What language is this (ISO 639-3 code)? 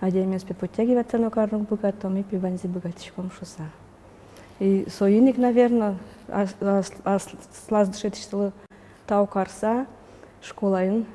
udm